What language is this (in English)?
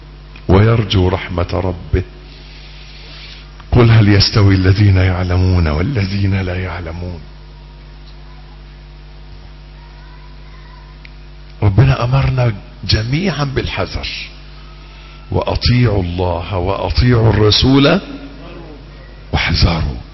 Arabic